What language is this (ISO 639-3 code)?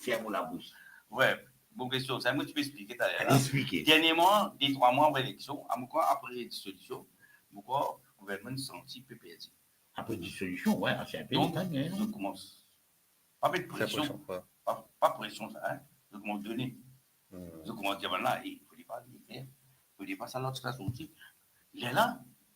mfe